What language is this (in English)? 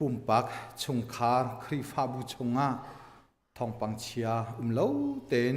Hakha Chin